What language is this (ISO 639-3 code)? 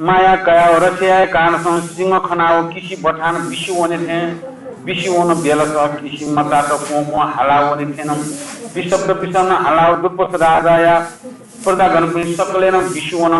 new